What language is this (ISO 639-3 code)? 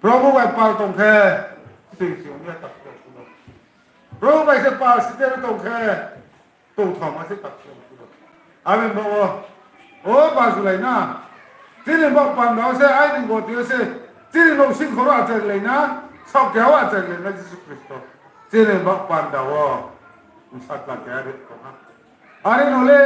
ria